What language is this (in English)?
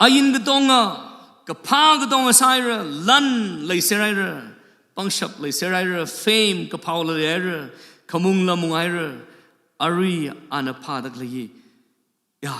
Tangkhul Naga (India)